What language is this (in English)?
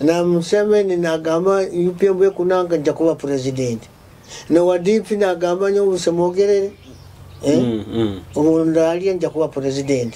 Nyoro